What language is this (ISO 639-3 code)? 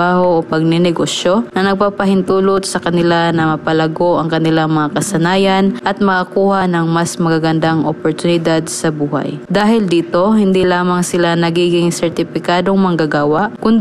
fil